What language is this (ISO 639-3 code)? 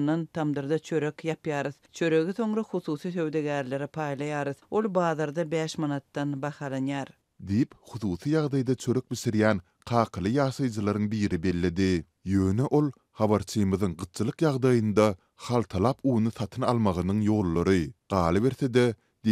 tuk